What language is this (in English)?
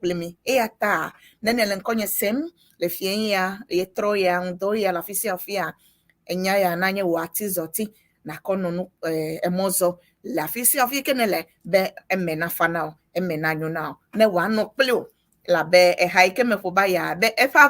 Ewe